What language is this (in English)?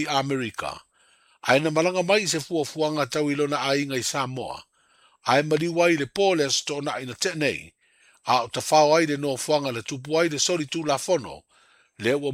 Samoan